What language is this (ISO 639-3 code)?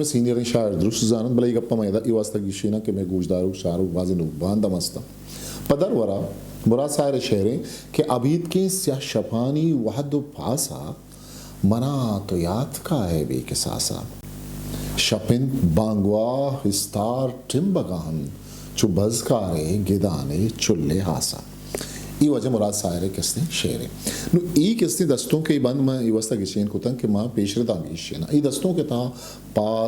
bgp